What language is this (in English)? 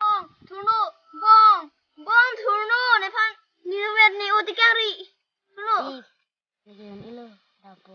Karbi